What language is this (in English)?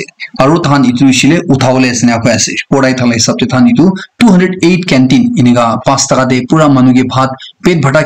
Naga Pidgin